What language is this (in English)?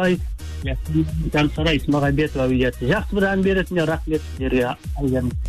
Kazakh